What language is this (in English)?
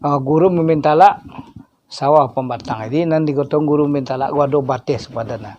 Minangkabau